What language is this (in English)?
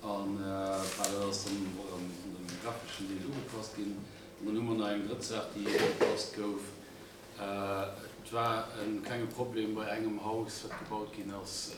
Luxembourgish